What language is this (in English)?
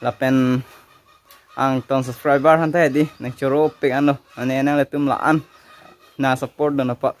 Karbi